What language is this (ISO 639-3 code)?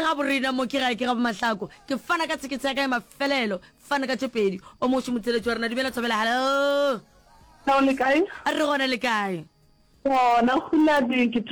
nso